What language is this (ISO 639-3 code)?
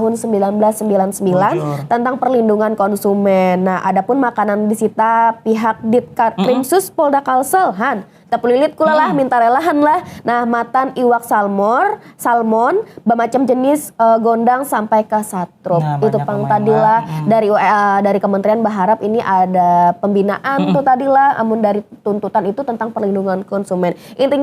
bjn